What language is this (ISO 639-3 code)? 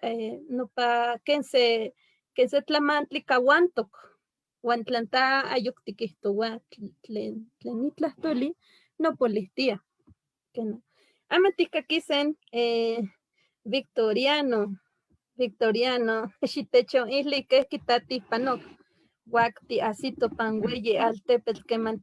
nhe